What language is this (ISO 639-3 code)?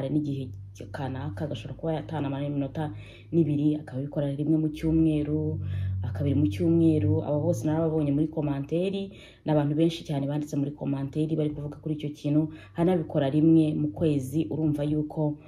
kin